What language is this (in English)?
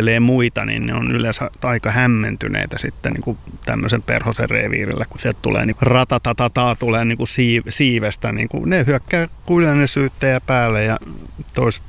Finnish